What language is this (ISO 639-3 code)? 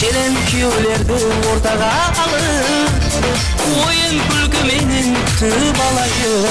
kaa